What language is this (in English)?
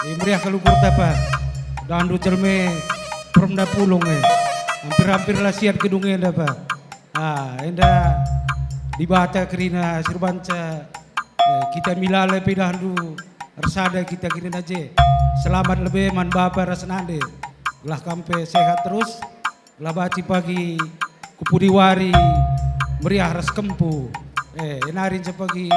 Batak Karo